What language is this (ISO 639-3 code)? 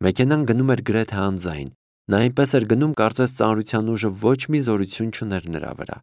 hye